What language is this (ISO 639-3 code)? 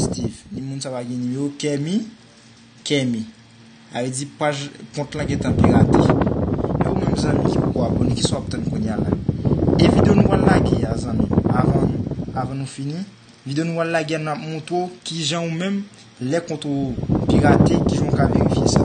hat